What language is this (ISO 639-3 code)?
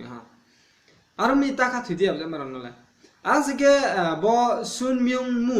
ria